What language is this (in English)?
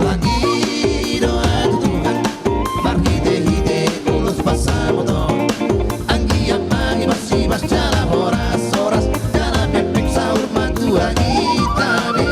Batak Toba